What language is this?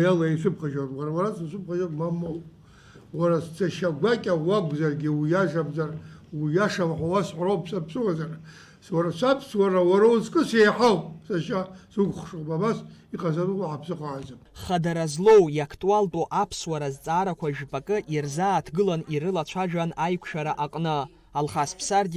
Abkhazian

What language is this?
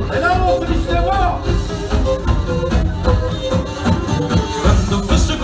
Turkish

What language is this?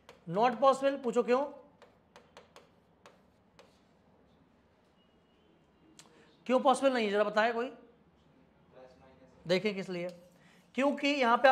Hindi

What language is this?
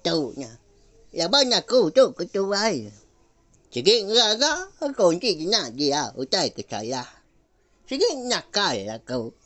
Iban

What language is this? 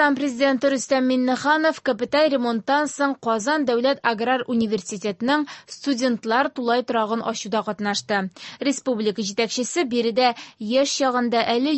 Tatar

